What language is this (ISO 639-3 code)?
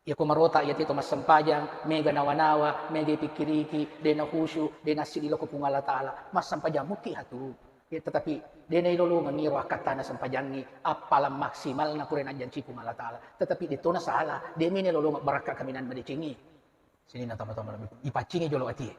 bug